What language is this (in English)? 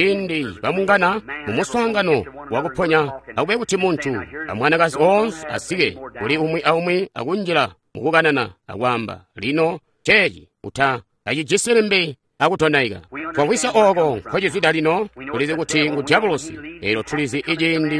Tonga (Zambia)